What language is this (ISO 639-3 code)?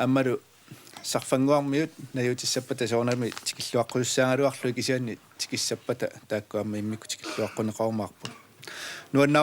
kal